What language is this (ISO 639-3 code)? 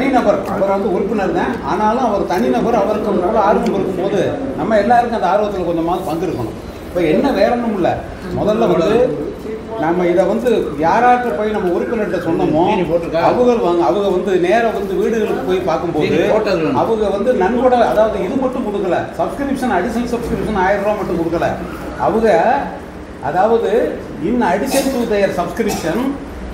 tam